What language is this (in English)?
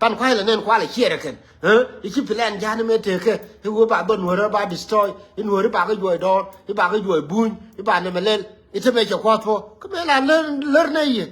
Nuer